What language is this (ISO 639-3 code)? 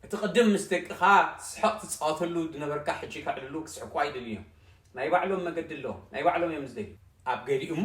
tir